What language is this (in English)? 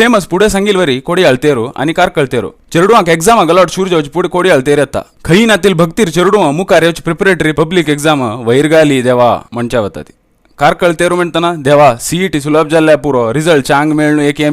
Konkani